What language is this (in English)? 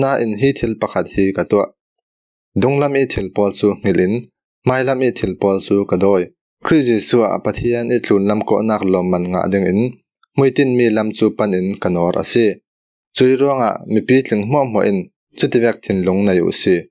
Falam Chin